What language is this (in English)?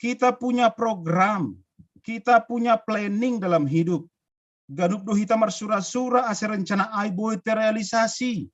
Batak Simalungun